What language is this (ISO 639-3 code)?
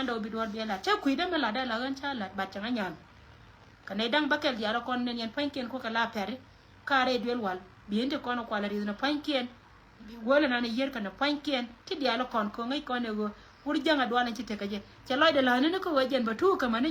nus